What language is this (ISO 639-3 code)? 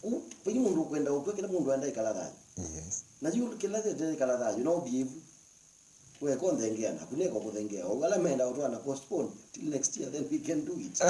kam